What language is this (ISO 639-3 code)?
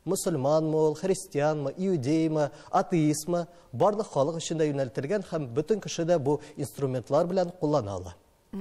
tat